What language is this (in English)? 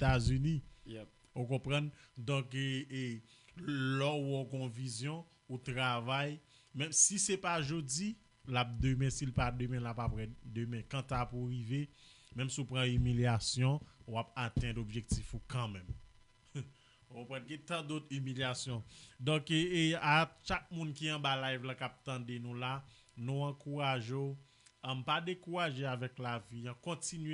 Haitian Creole